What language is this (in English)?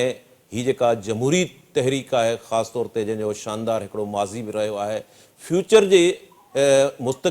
Sindhi